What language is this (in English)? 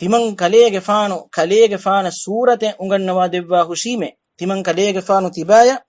Divehi